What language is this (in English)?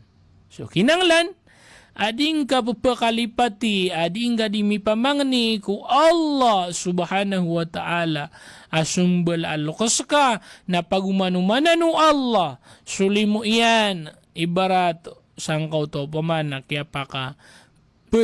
Maranao